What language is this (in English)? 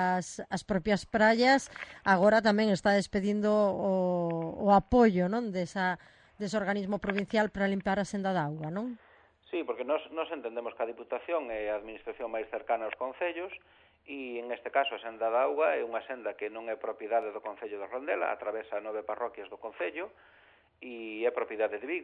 Galician